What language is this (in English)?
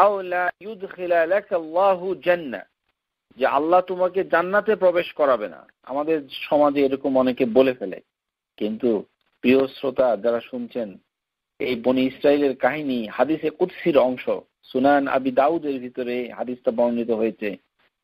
Bangla